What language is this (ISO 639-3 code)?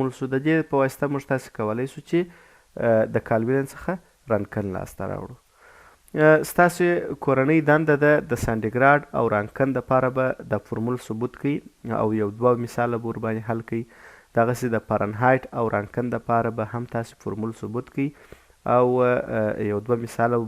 pus